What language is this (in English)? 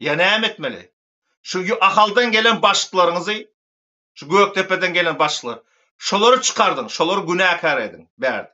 Turkmen